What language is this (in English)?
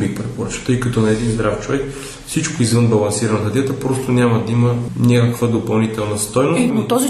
Bulgarian